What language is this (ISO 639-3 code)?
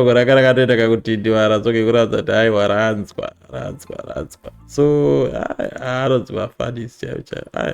sna